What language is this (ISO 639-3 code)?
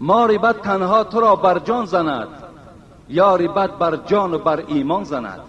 tgk